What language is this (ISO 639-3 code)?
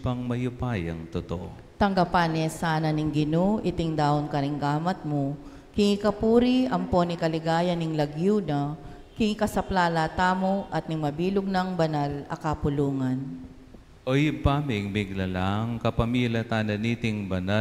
pam